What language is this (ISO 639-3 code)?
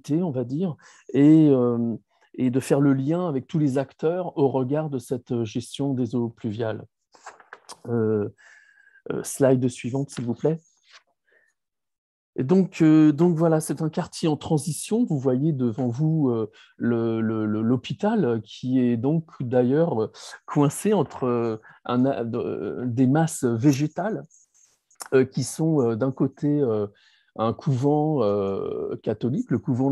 fra